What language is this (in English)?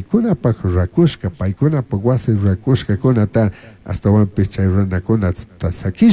Chimborazo Highland Quichua